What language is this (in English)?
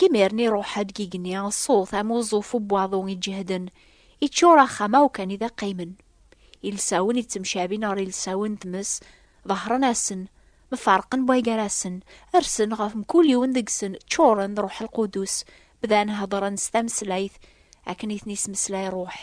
Kabyle